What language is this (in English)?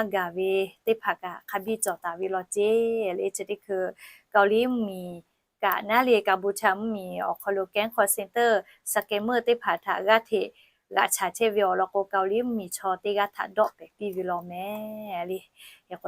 Lahu